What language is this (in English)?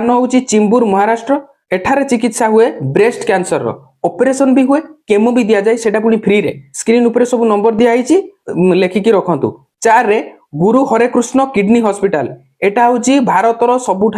Odia